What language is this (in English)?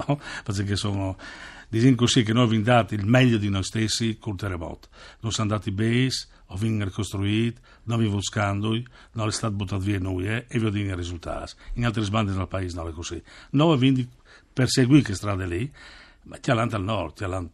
Friulian